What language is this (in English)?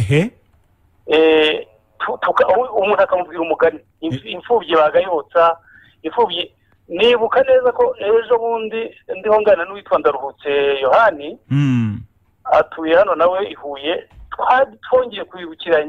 Kinyarwanda